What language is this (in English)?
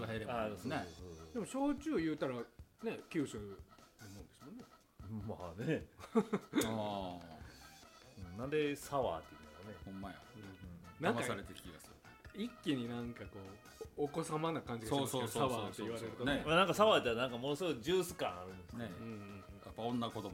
Japanese